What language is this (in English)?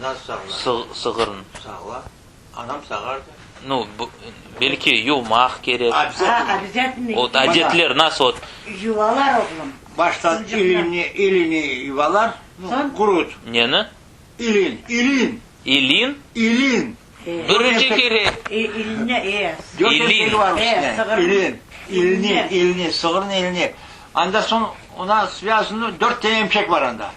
Crimean Tatar